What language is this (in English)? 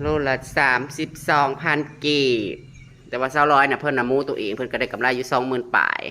Northeastern Thai